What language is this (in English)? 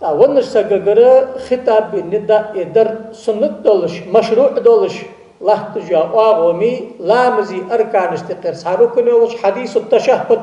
Ingush